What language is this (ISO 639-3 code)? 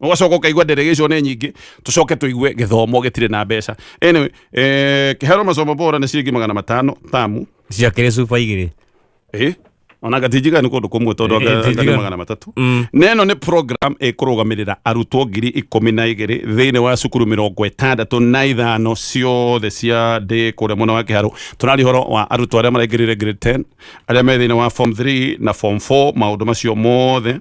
kik